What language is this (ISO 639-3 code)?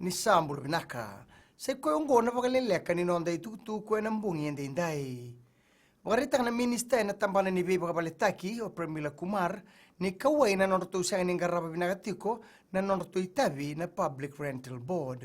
fij